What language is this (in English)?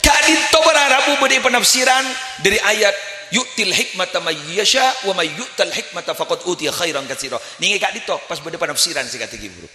Madurese